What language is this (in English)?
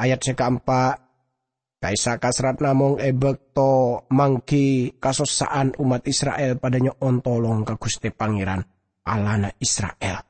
Madurese